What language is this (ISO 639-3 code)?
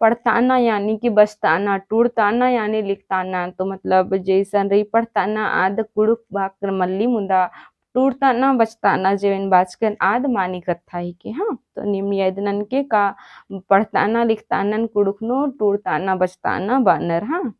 kru